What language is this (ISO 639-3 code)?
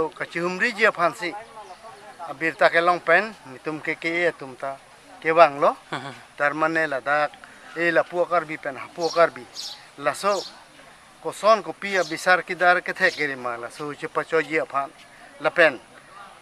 mjw